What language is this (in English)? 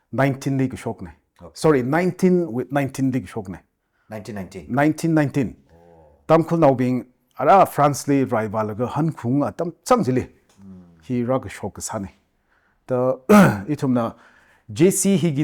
Tangkhul Naga (India)